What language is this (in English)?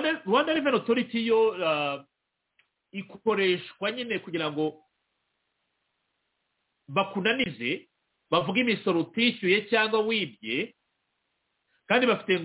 Kinyarwanda